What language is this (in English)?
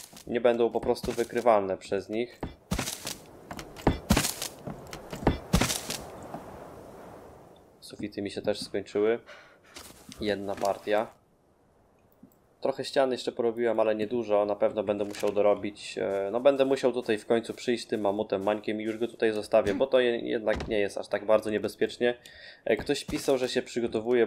Polish